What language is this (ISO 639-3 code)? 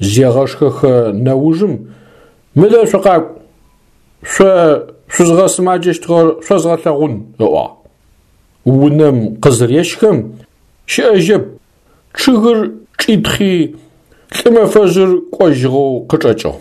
ady